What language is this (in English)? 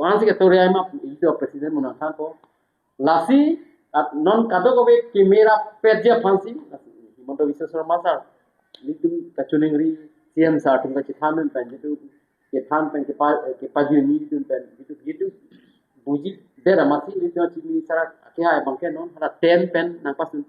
Karbi